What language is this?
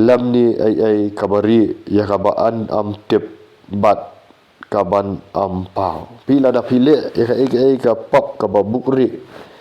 Khasi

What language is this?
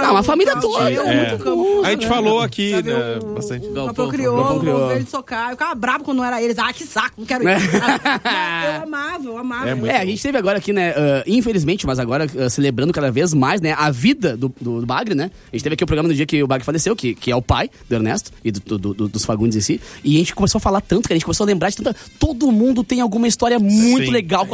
Portuguese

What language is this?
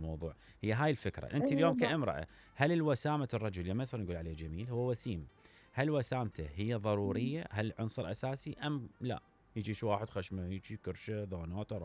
Mesopotamian Arabic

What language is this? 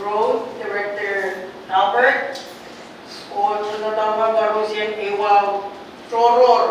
Pohnpeian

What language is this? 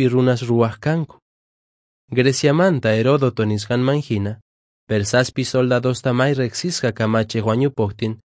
Quechua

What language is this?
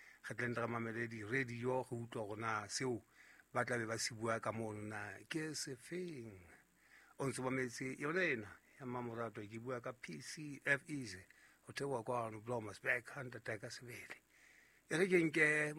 Southern Sotho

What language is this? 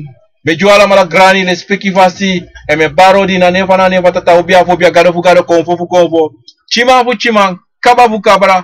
Sranan Tongo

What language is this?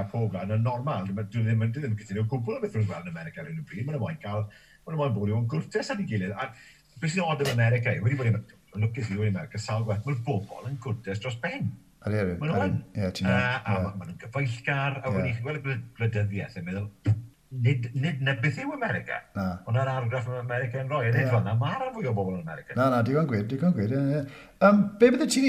Welsh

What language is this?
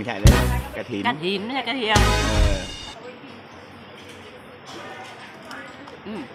Thai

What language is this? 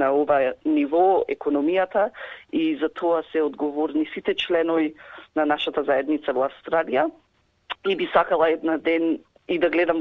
Macedonian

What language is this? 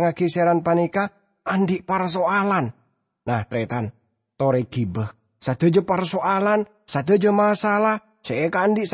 Madurese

